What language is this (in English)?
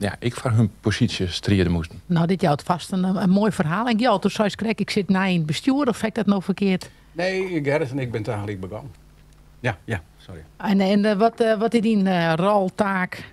Western Frisian